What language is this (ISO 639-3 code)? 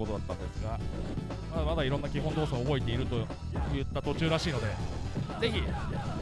jpn